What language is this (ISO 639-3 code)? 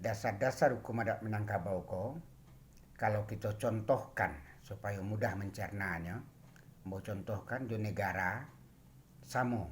min